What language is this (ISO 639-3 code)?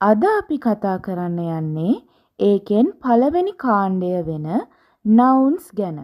sin